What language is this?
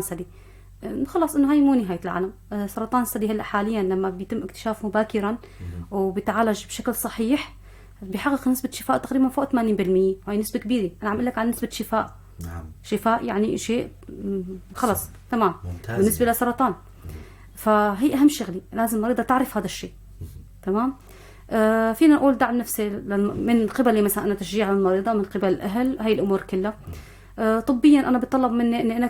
North Levantine Arabic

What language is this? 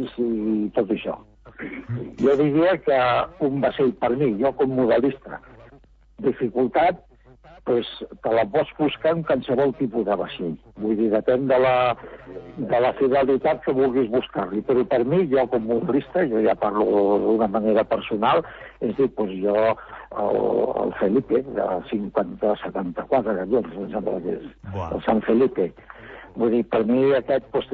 Catalan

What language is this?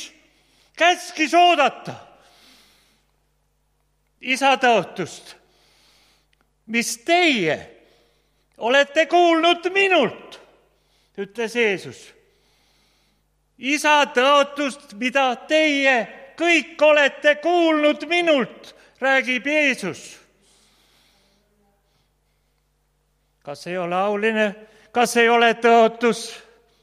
Estonian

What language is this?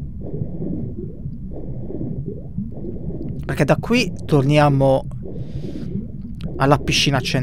Italian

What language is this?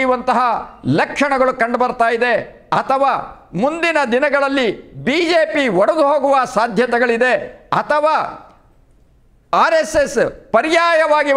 Kannada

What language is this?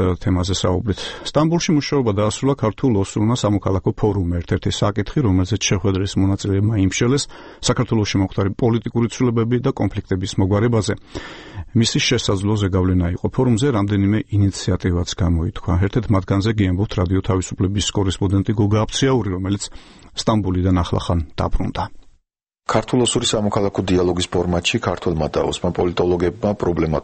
Georgian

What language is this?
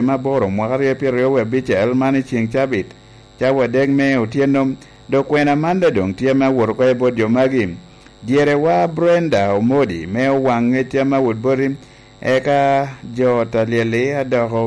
Lango (Uganda)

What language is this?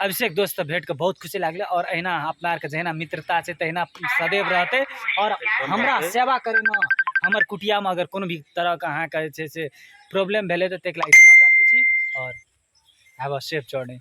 Maithili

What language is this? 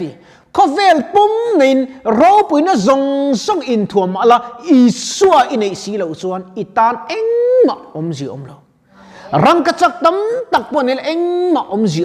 Mizo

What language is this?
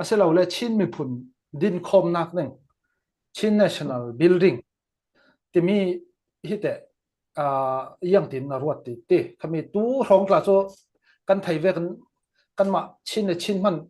Falam Chin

